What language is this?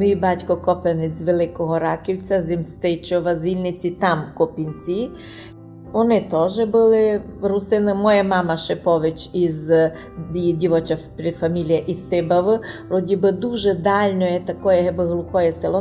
Rusyn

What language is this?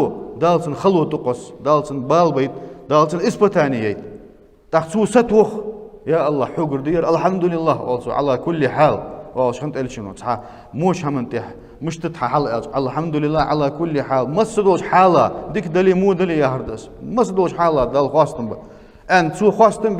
Ingush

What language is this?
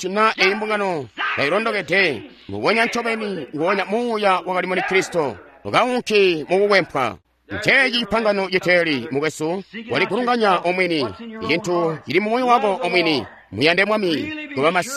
Tonga (Zambia)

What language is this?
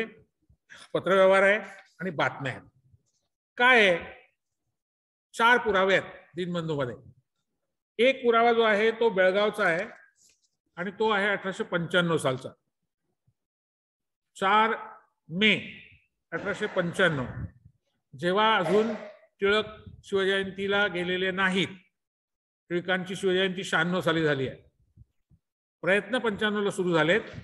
Marathi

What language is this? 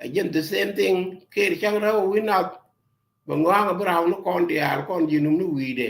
Nuer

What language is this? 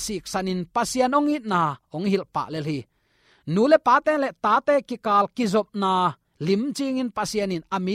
Tedim Chin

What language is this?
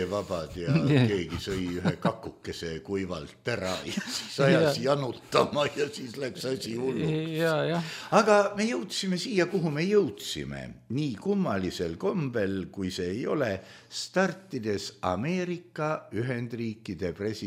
Estonian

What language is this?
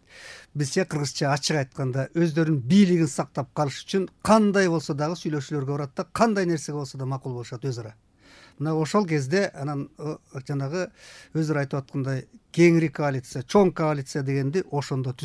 Kyrgyz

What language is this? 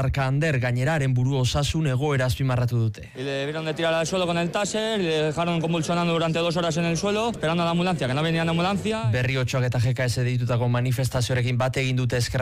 Basque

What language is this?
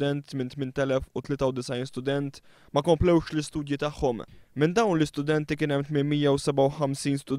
Maltese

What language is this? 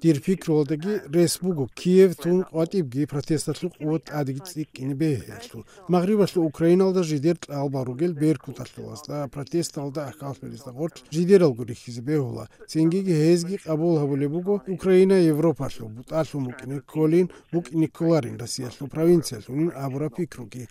Avaric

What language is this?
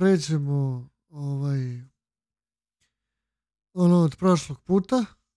Serbian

